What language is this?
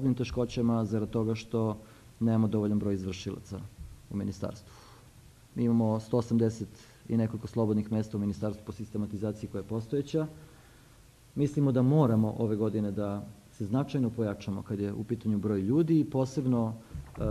Serbian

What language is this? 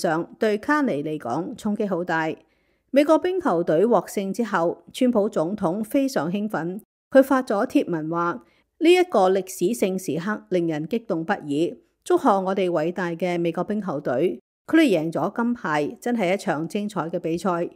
Cantonese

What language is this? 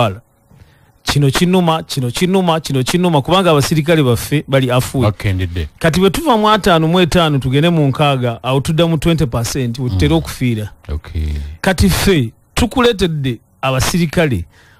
Ganda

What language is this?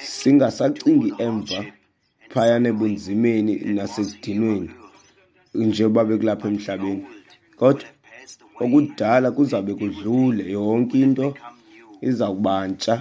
Xhosa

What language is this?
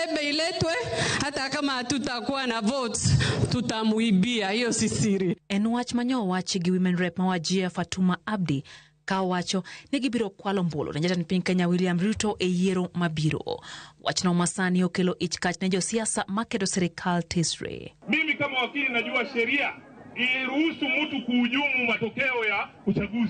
Luo (Kenya and Tanzania)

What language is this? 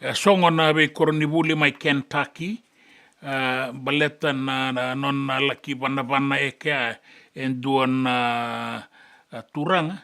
Fijian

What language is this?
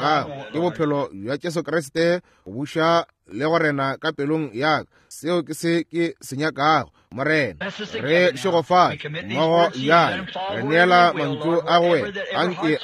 Northern Sotho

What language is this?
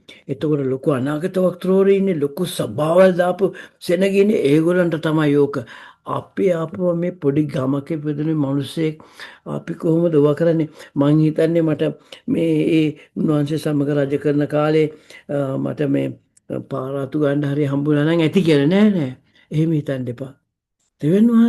Sinhala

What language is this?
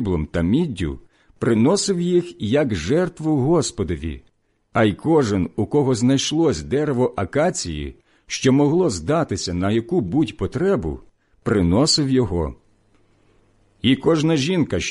Ukrainian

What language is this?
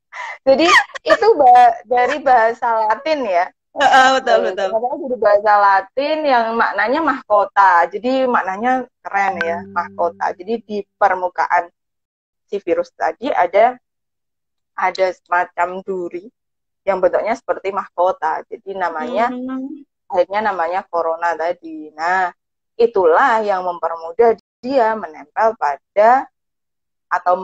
Indonesian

